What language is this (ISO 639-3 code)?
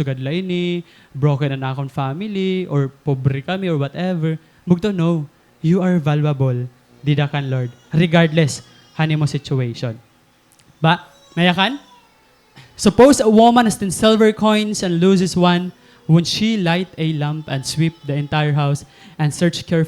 war